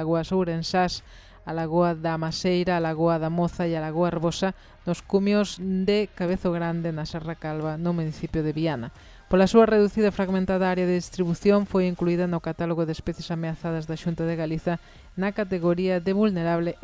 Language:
Galician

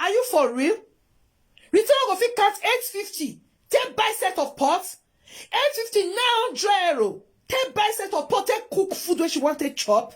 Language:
Nigerian Pidgin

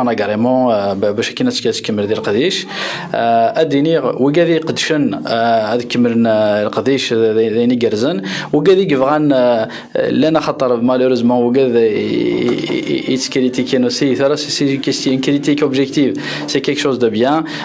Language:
Kabyle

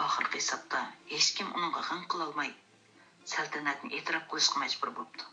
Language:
Uyghur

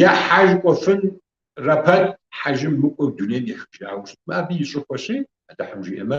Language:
Kabardian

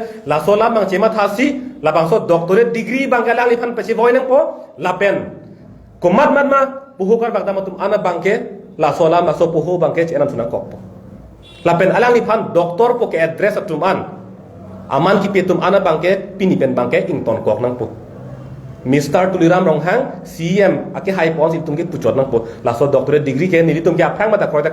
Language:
Karbi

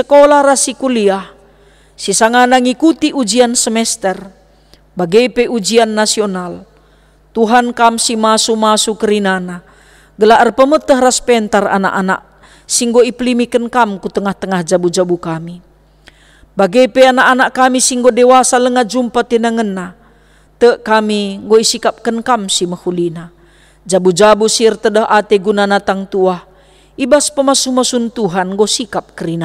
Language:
Batak Karo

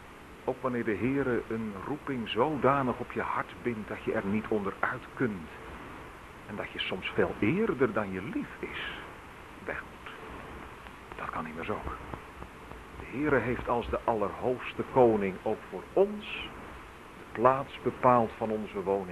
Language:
Dutch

